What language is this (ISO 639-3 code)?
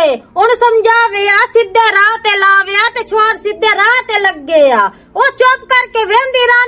lah